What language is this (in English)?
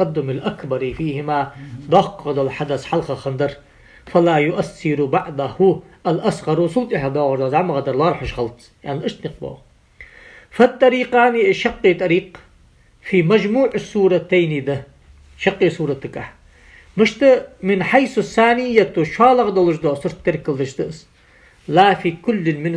Ingush